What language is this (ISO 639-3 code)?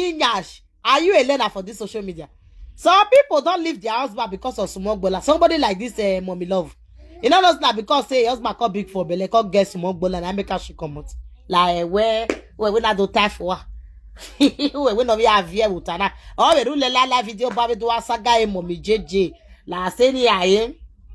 pcm